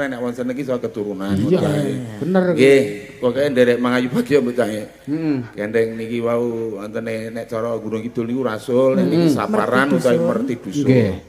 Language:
Javanese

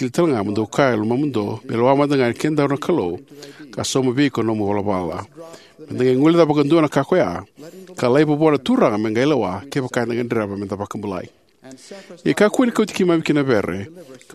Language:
Fijian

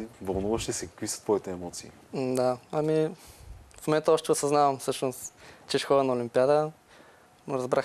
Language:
Bulgarian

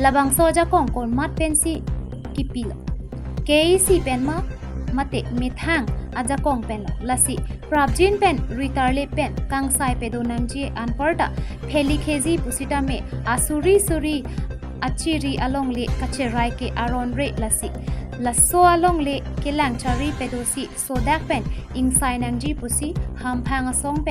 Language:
Karbi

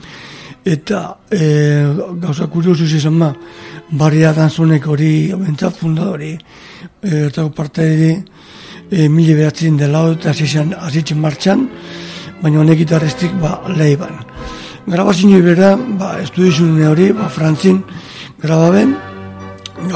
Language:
Basque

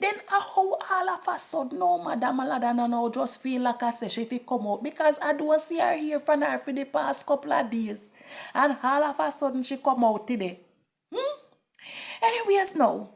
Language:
Jamaican Creole English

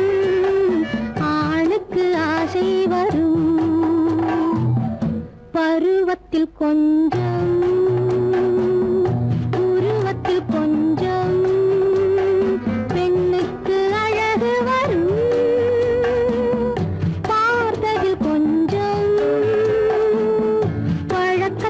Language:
Tamil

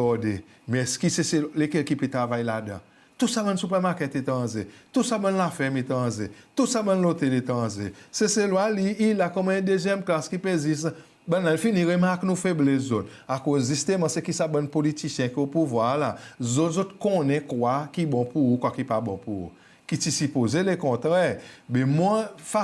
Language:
Seselwa Creole French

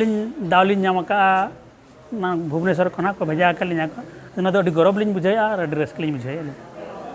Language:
Santali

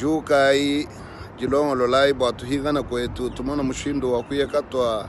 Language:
Luba-Lulua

